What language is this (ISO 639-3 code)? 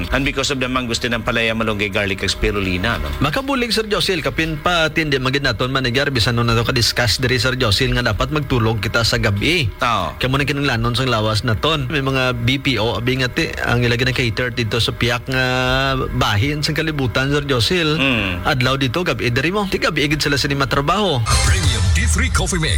hil